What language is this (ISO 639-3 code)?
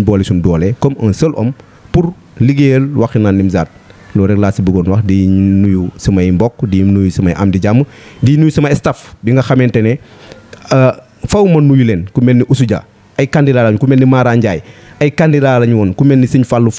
wol